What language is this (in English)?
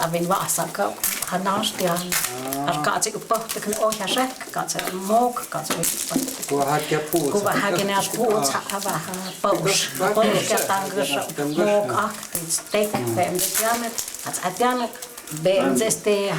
Totontepec Mixe